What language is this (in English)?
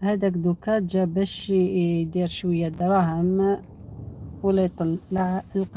Algerian Arabic